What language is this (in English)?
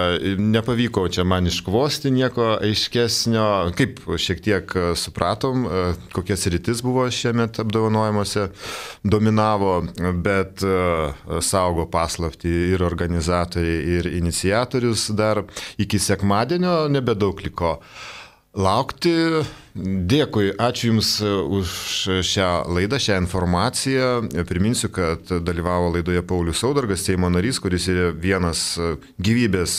Lithuanian